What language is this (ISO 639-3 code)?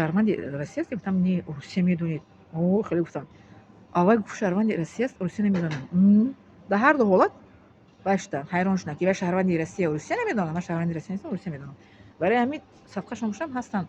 tgk